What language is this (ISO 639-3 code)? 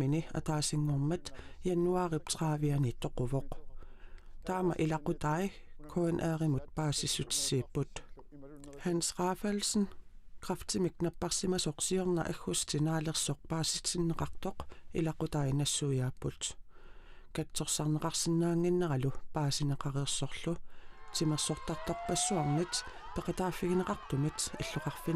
kal